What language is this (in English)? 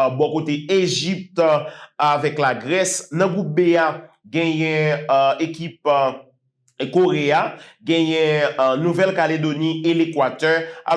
Haitian Creole